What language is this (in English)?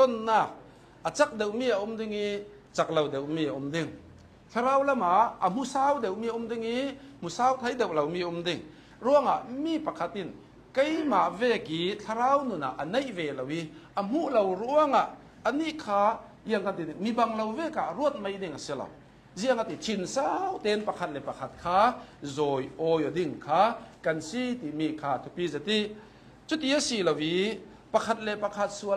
Hakha Chin